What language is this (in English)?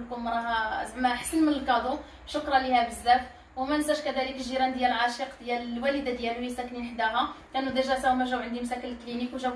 Moroccan Arabic